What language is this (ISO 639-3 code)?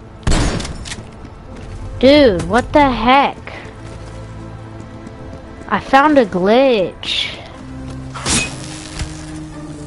eng